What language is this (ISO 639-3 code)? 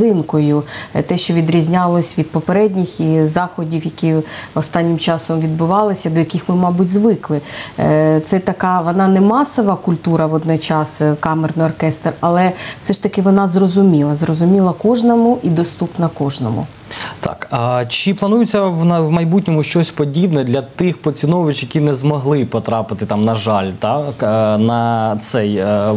ukr